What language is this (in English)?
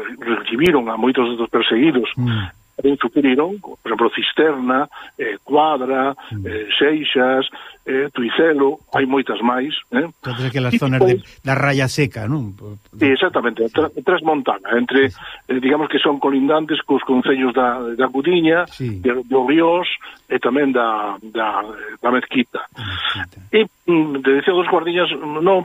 Galician